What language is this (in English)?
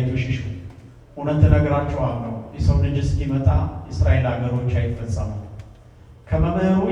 Amharic